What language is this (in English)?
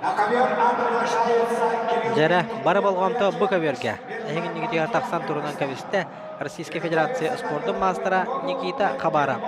Yakut